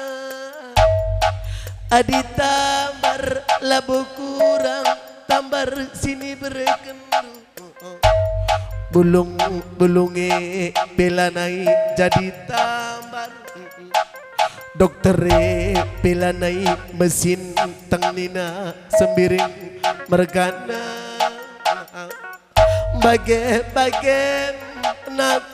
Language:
Batak Karo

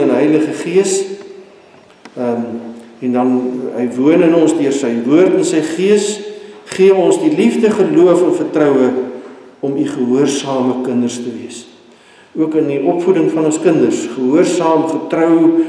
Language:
Afrikaans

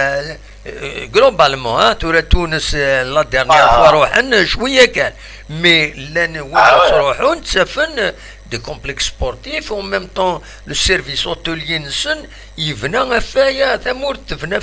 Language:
Kabyle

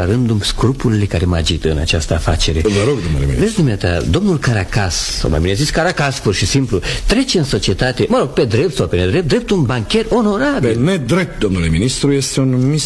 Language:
Romanian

